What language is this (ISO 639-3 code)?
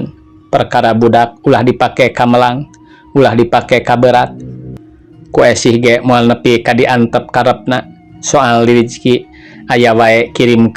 sun